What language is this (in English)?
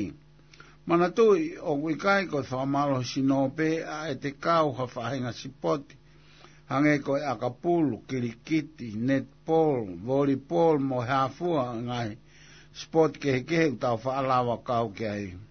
Tongan